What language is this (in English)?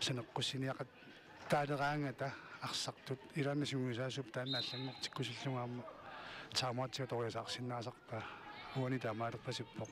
Kalaallisut